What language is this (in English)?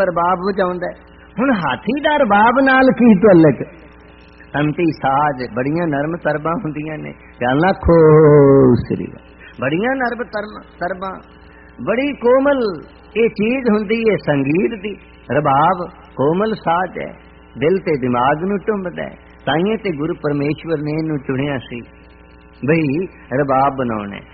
Punjabi